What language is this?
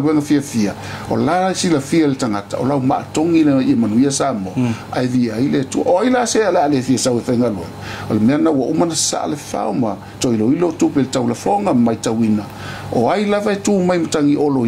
Samoan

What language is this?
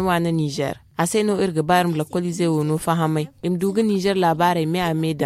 Zarma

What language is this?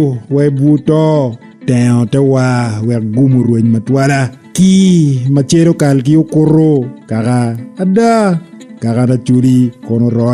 Acoli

